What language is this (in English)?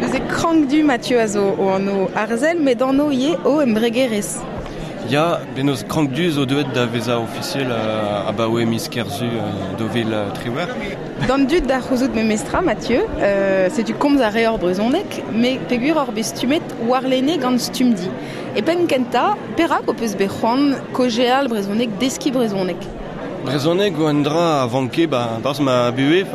Breton